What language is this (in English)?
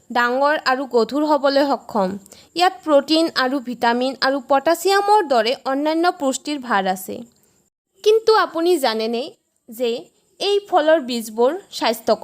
Assamese